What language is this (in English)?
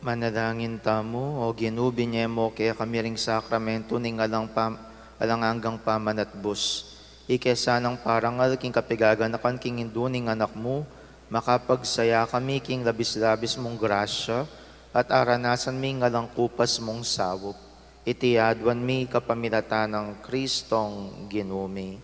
Pampanga